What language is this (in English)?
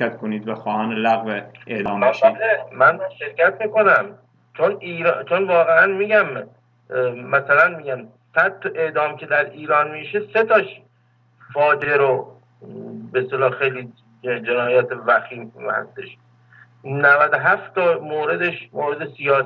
Persian